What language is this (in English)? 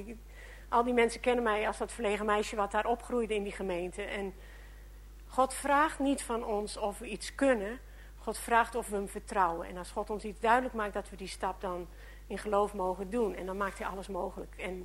Dutch